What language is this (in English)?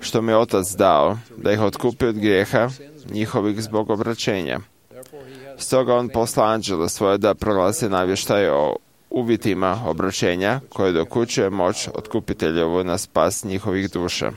Croatian